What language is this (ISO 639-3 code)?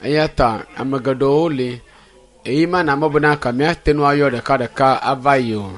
ewe